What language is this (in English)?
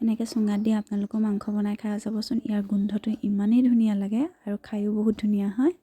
Assamese